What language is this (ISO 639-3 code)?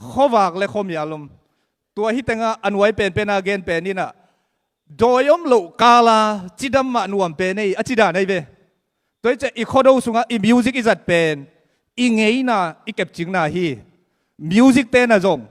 ctd